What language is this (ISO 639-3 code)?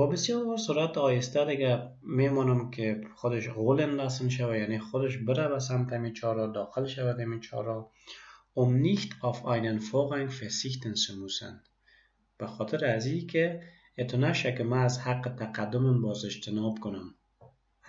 fas